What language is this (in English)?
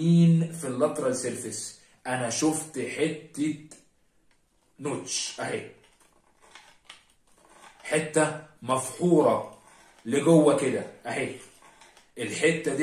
Egyptian Arabic